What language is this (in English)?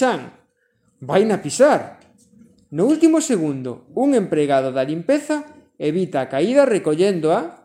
Galician